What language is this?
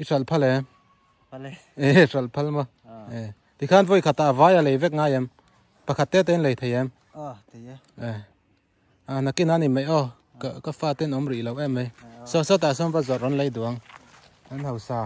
Mizo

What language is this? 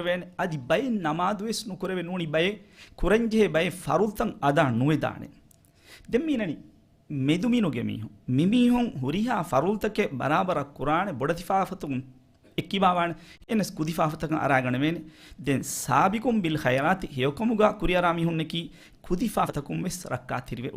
Divehi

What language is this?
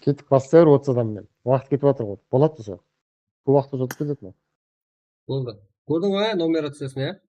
Kara-Kalpak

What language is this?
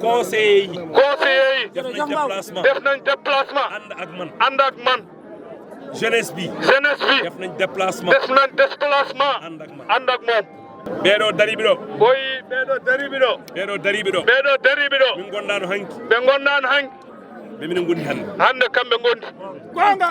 Fula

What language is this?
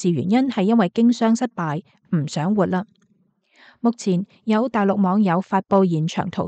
Cantonese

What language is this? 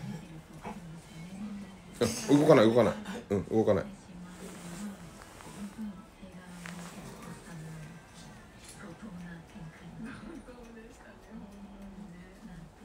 Japanese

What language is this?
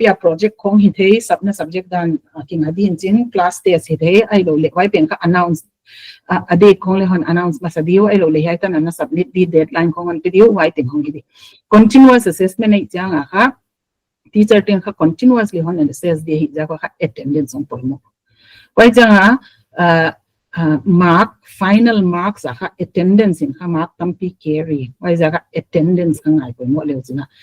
Paite Chin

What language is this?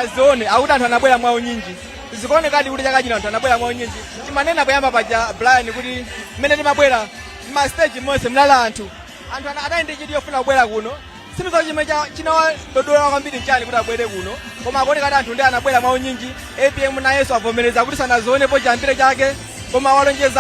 Nyanja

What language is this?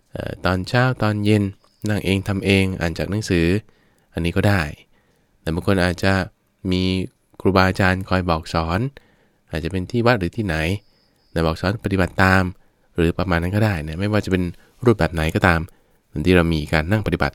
Thai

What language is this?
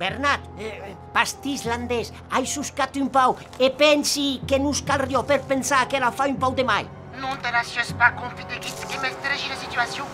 Occitan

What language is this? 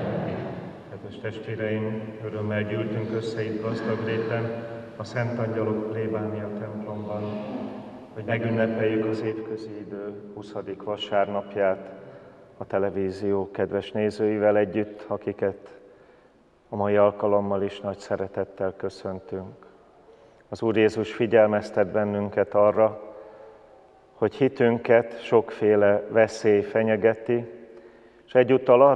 Hungarian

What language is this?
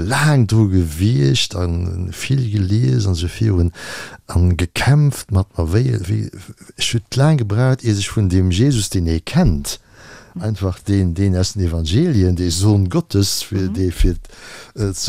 Luxembourgish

